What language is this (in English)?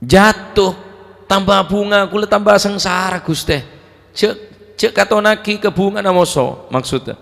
Madurese